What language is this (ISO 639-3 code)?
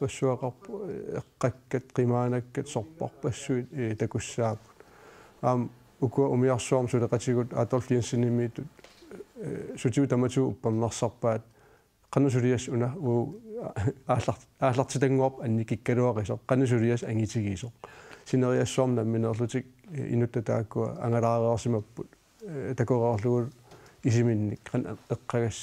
kal